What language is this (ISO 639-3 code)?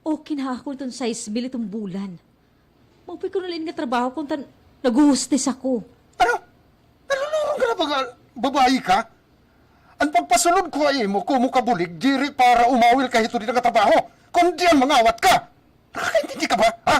war